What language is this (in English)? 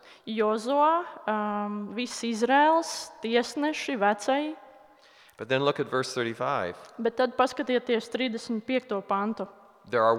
Latvian